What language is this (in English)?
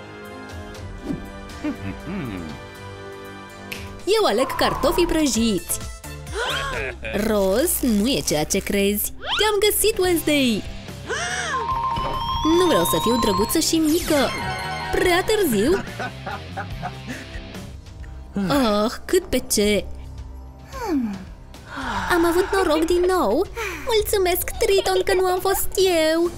Romanian